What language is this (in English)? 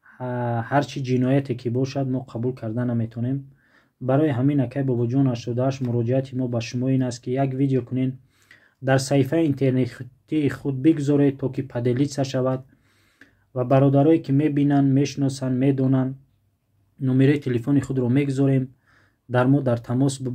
Tajik